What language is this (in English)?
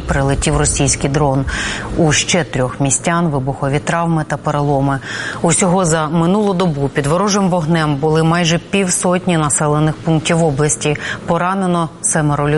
Ukrainian